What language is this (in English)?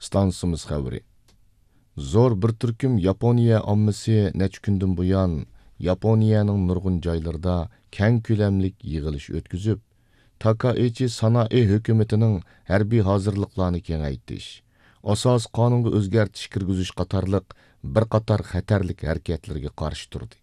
Uyghur